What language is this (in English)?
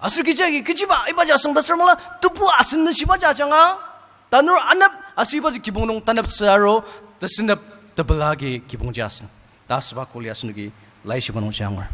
Ao Naga